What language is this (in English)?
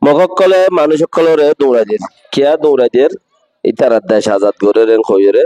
Rohingya